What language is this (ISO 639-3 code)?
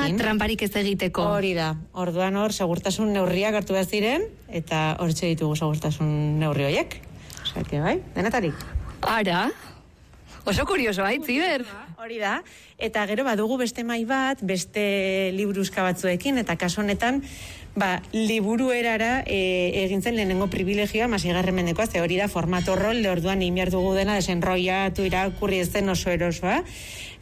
eus